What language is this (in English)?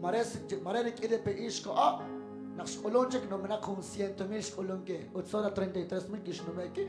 Kekchí